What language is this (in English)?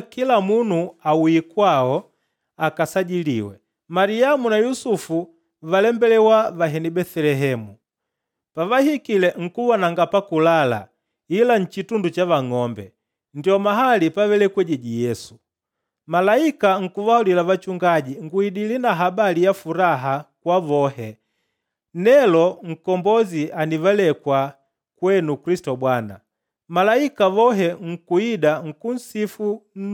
Makonde